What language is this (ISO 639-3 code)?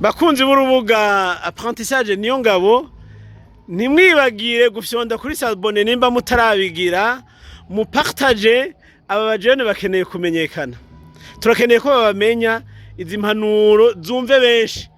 run